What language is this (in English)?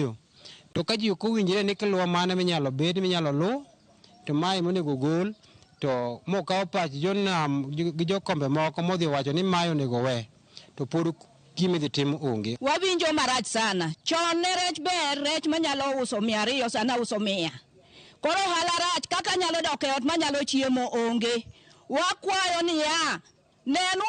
Luo (Kenya and Tanzania)